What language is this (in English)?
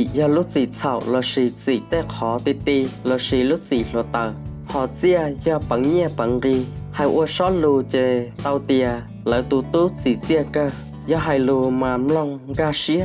Hmong